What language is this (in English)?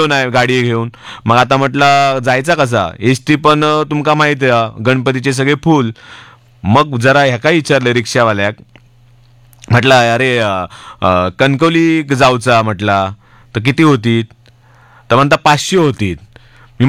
Marathi